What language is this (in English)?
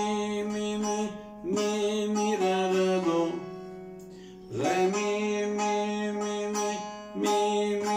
Turkish